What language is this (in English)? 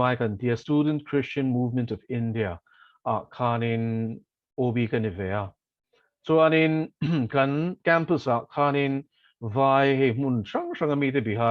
Mizo